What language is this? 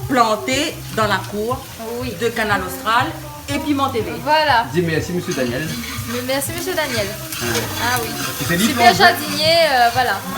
Réunion Creole French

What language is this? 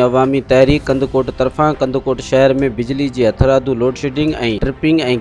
Sindhi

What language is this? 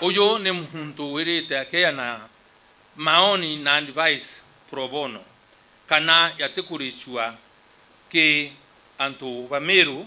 Meru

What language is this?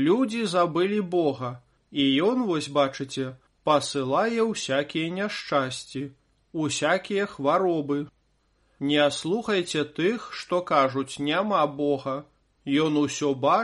Belarusian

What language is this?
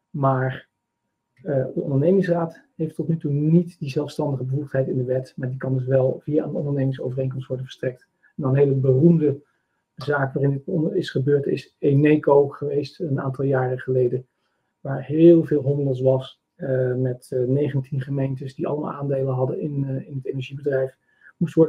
Dutch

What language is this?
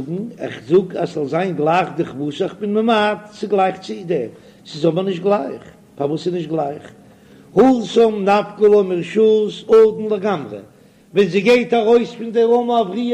Yiddish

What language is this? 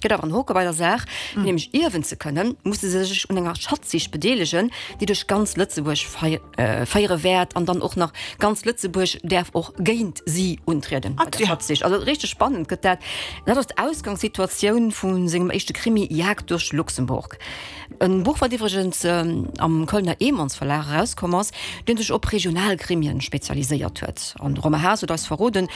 Luxembourgish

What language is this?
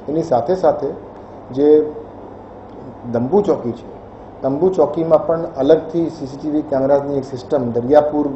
Gujarati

